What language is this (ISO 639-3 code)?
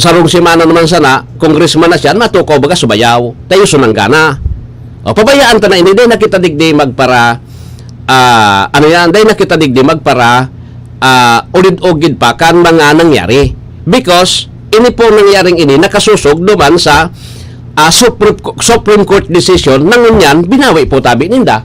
bik